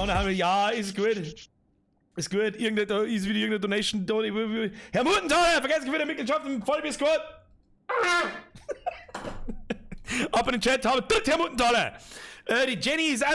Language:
Bavarian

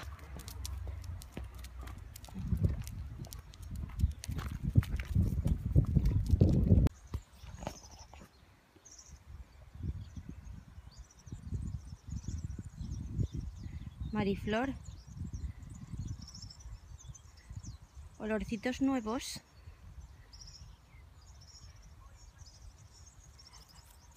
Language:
Spanish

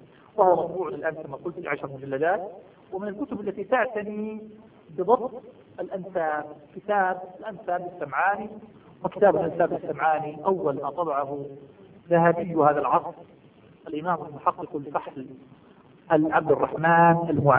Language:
Arabic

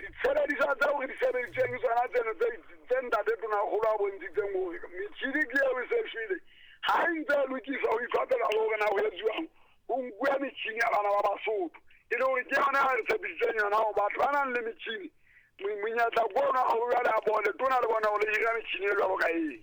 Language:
Southern Sotho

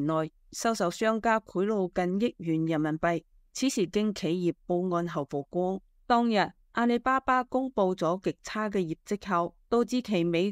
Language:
Cantonese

